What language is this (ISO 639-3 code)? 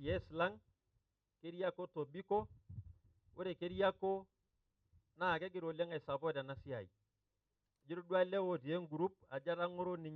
mas